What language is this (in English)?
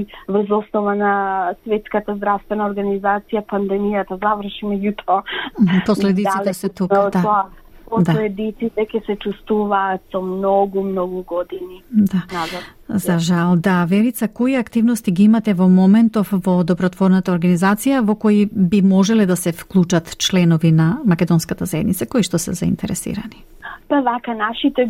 Macedonian